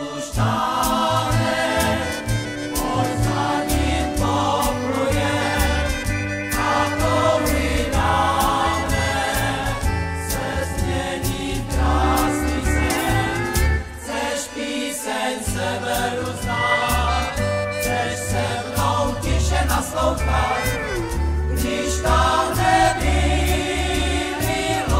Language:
Czech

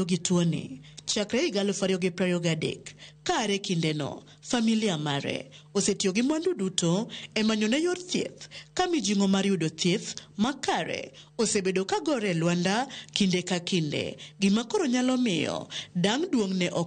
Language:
Luo (Kenya and Tanzania)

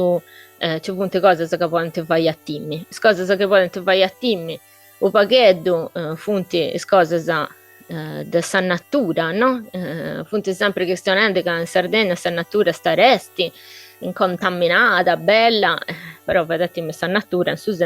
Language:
Sardinian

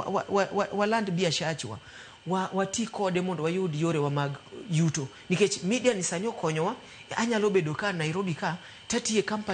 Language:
Luo (Kenya and Tanzania)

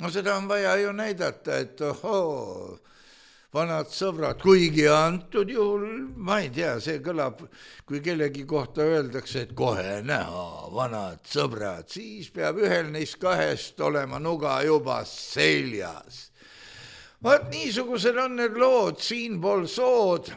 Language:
Estonian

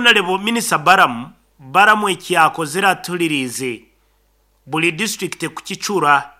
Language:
Nyankole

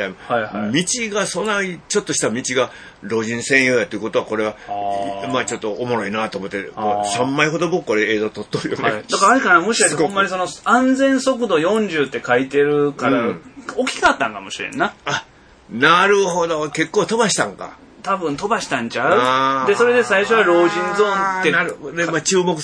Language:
Japanese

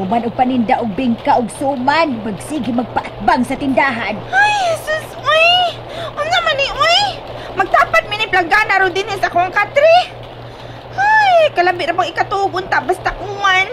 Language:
Cebuano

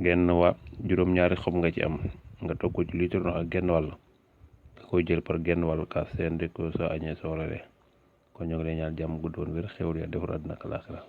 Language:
Wolof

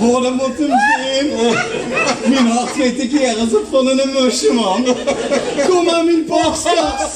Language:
Limburgish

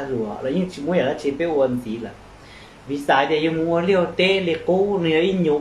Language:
Hmong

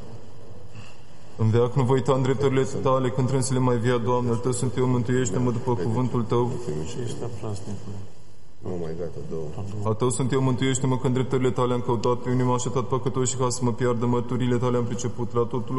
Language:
Romanian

